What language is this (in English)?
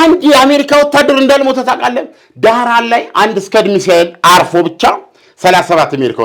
Amharic